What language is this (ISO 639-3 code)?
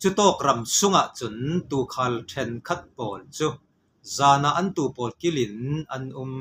cfm